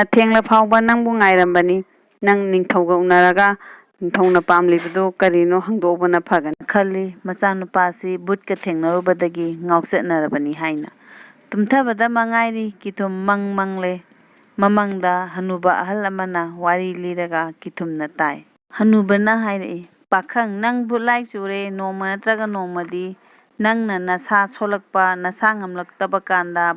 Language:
Manipuri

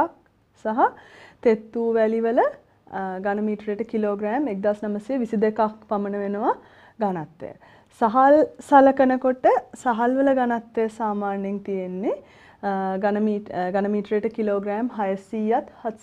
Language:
Sinhala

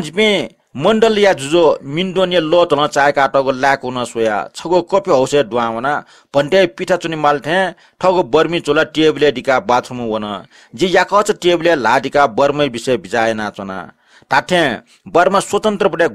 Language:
Newari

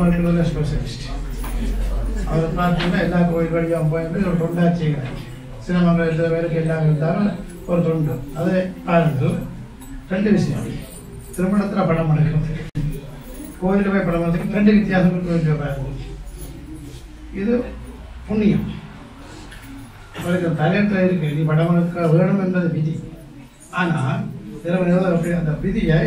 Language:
Tamil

